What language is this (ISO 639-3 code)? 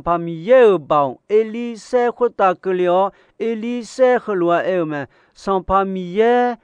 ahk